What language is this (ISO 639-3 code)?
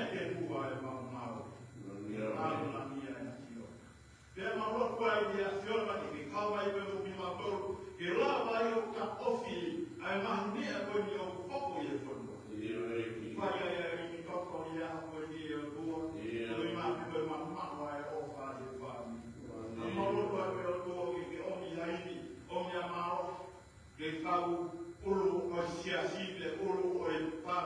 ton